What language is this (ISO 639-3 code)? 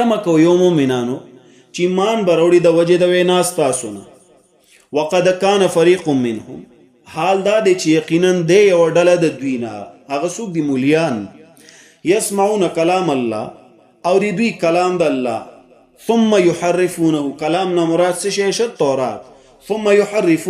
pus